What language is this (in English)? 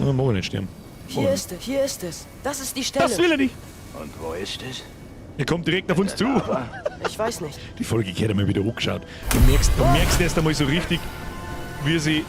Bavarian